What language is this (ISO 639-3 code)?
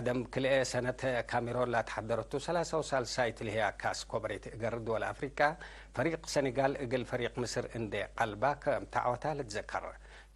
tig